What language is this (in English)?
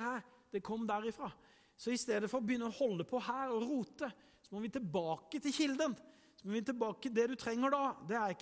Norwegian